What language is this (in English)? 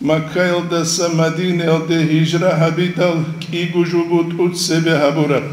Avaric